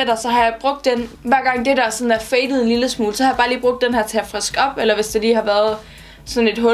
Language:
Danish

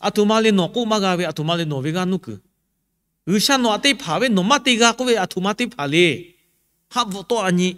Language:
Lahu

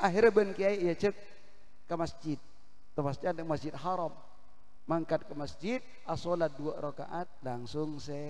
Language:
Madurese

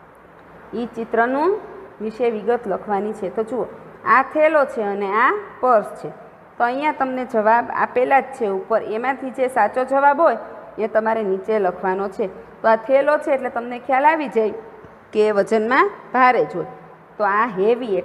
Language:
Gujarati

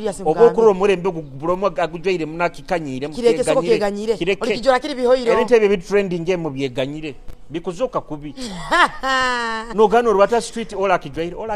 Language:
Nyoro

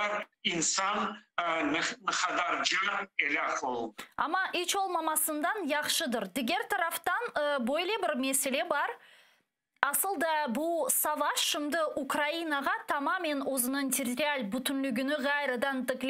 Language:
Crimean Tatar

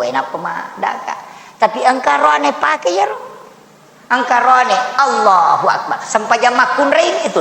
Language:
Buginese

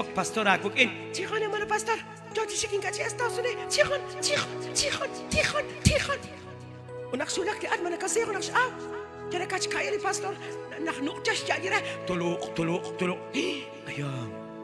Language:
Kekchí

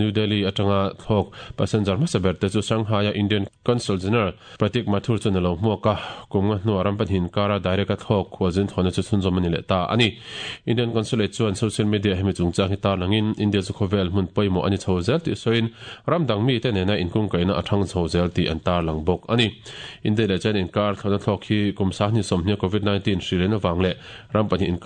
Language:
Mizo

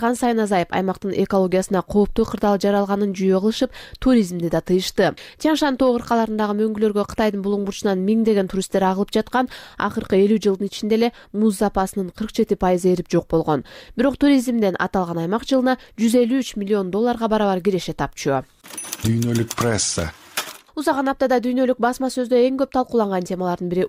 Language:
Kyrgyz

